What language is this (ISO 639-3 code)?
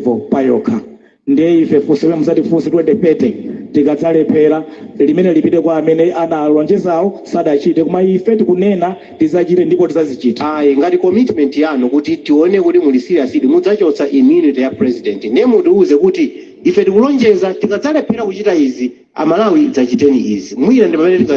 nya